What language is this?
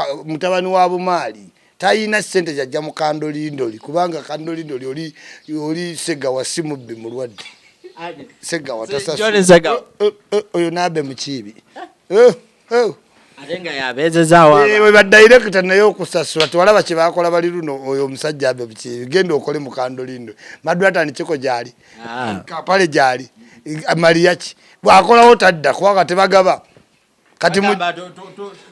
Ganda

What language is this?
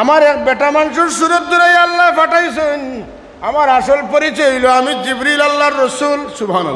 Sylheti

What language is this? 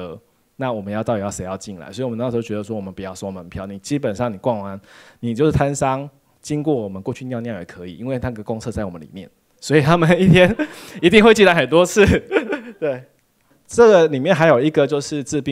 Chinese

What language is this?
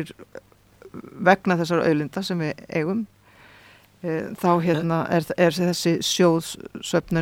Icelandic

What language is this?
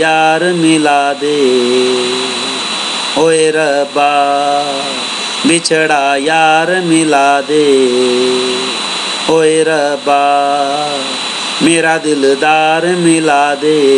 Urdu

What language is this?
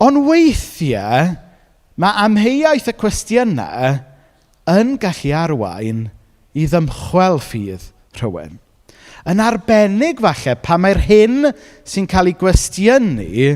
Welsh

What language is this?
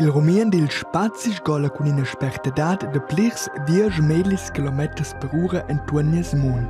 Romansh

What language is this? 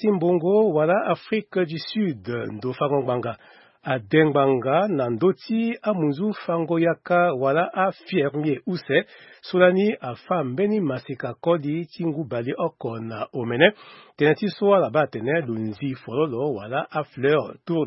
Sango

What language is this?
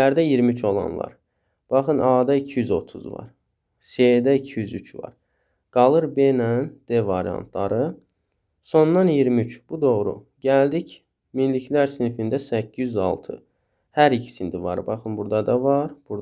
Azerbaijani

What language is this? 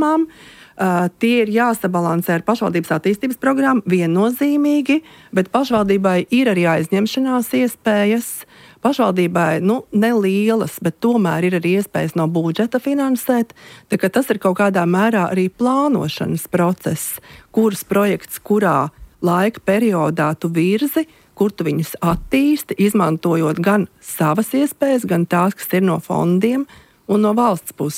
Latvian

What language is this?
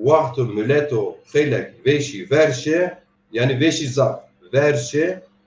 Zaza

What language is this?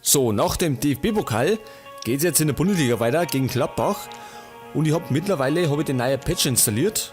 Bavarian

